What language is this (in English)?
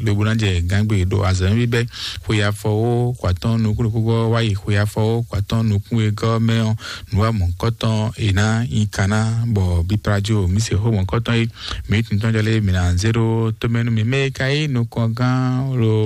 Fon